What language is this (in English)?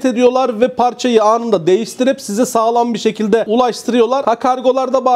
Turkish